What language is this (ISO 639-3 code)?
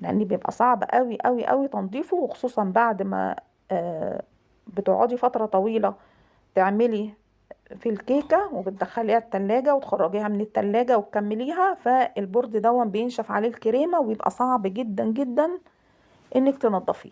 arz